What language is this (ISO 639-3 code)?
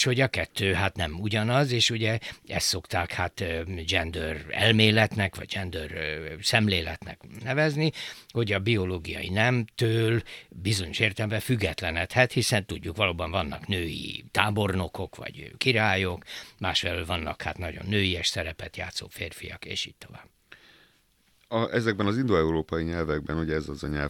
hun